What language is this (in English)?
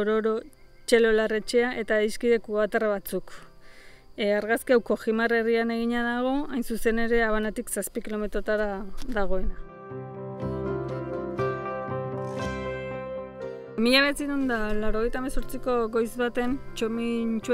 Basque